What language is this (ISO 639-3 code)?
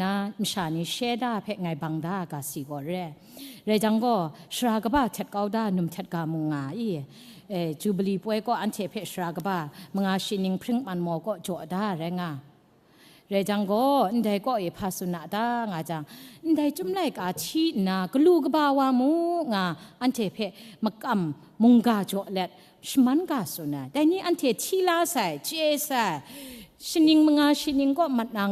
kac